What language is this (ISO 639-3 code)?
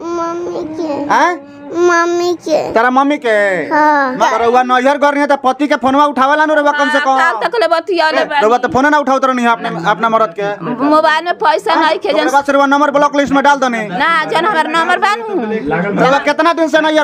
bho